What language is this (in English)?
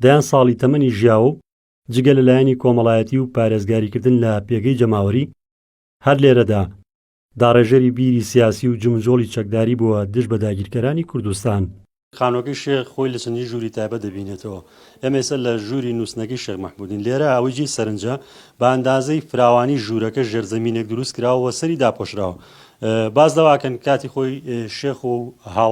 Central Kurdish